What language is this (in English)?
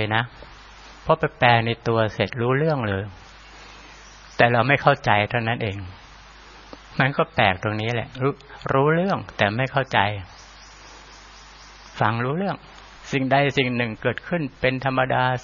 Thai